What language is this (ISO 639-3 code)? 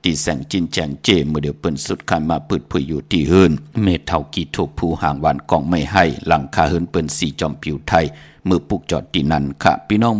shn